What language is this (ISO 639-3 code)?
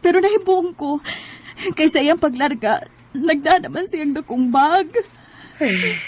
ceb